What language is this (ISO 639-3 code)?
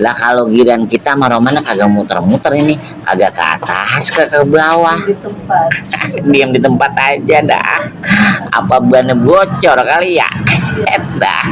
bew